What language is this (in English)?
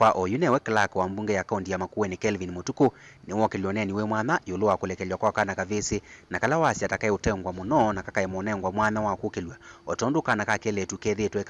Kamba